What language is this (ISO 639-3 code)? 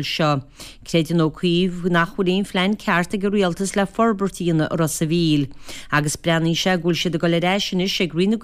gle